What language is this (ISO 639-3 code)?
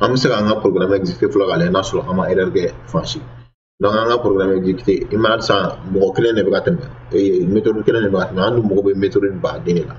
bam